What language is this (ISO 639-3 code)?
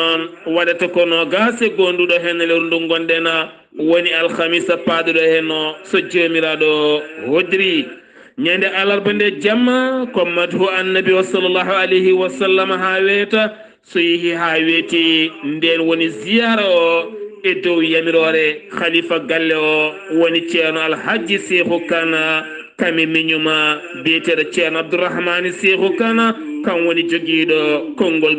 ful